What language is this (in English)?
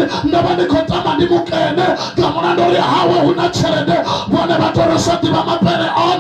Venda